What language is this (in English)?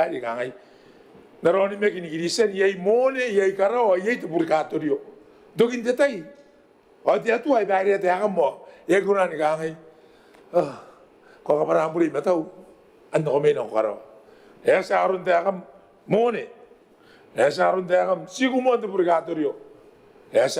Gilbertese